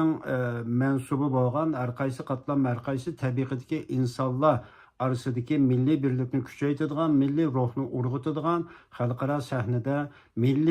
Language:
Uyghur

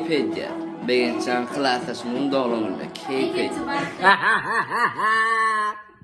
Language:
Turkmen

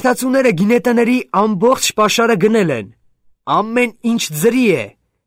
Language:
Armenian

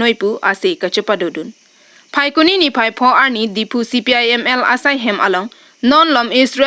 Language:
Karbi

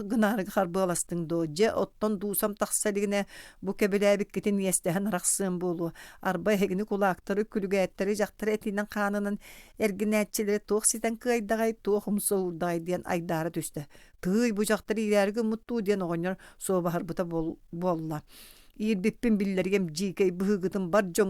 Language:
Yakut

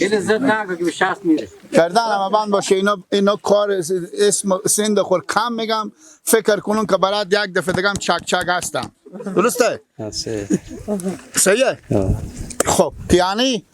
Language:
Persian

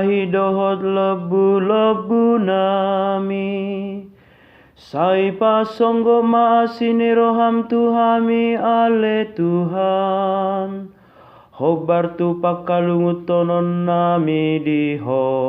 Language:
Batak Toba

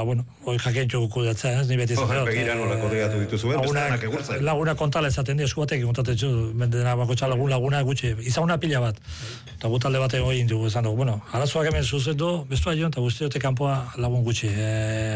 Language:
Basque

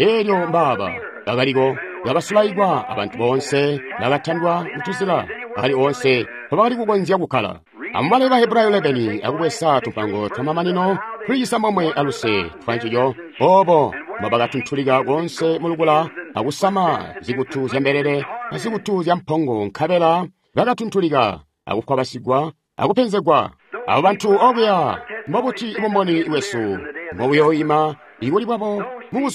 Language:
Tonga (Zambia)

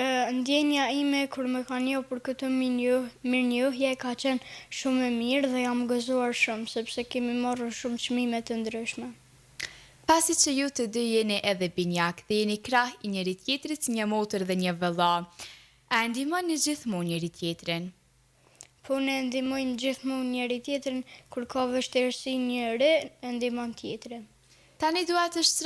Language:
Albanian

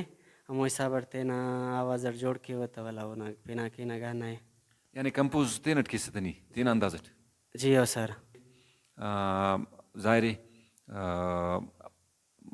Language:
Brahui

